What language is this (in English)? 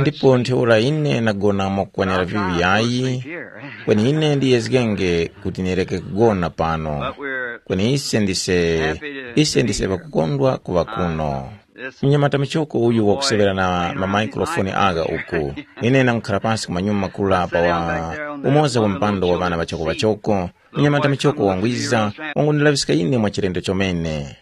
Tumbuka